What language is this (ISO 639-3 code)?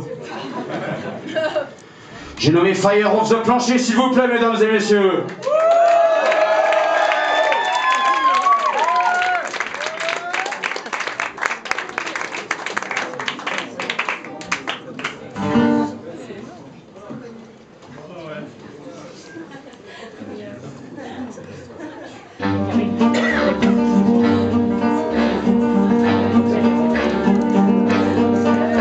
fra